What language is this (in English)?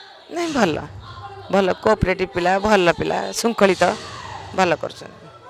Odia